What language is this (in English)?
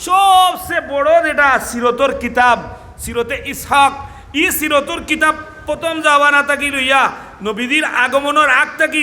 Sylheti